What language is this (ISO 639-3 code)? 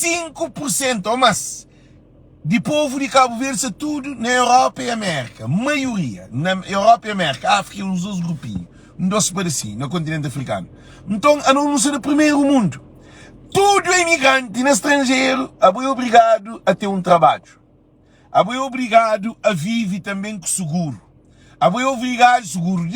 kea